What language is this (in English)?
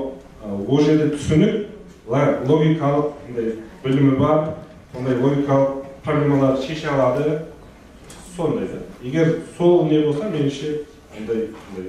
Kara-Kalpak